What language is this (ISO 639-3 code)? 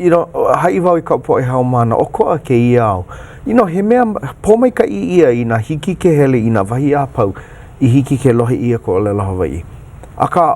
haw